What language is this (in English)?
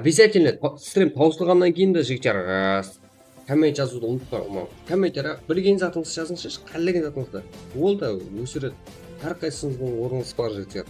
Kara-Kalpak